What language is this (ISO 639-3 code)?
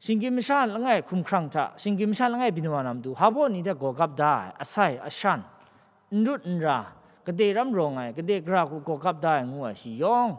kac